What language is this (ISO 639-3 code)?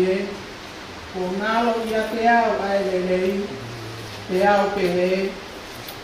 ton